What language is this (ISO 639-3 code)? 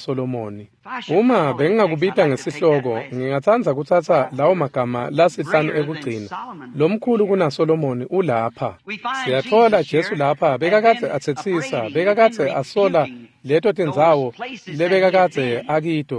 ssw